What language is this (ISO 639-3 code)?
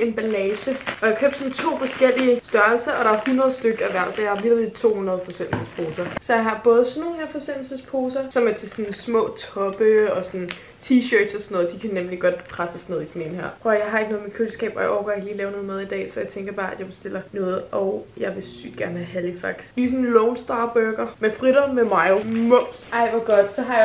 dan